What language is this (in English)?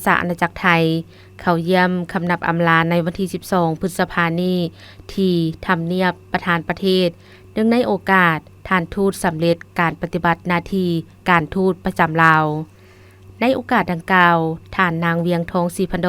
Lao